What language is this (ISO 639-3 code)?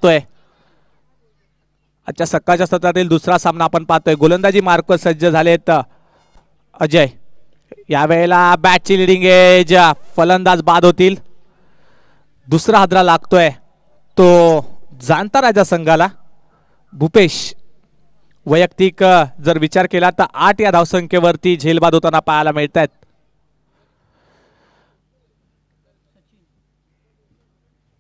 mar